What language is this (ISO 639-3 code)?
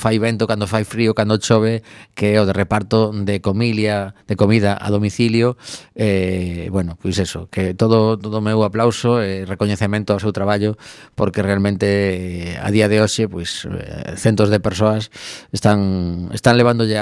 glg